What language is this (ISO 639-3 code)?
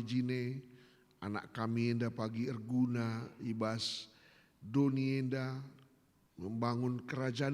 btx